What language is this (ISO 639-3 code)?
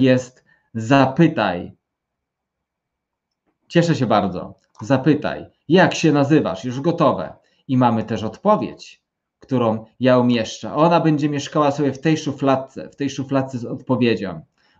pol